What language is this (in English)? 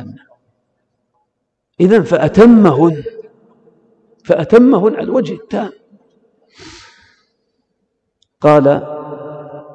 Arabic